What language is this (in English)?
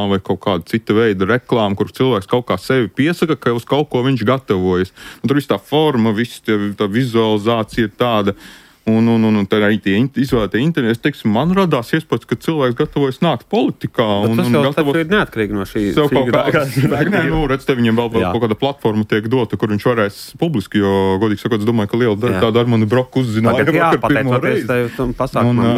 Latvian